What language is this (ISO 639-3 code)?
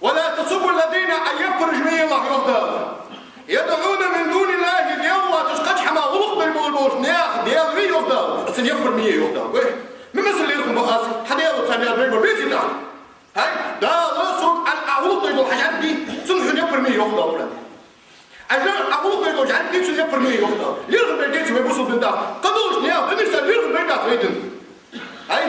inh